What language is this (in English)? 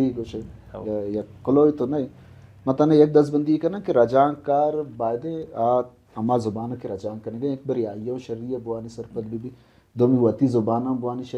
Baluchi